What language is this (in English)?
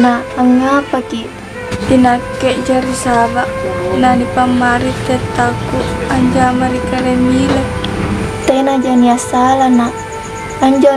Makasar